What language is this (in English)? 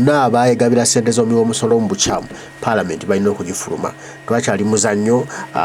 Ganda